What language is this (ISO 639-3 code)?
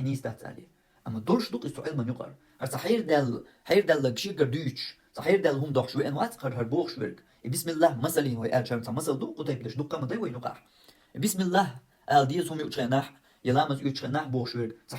che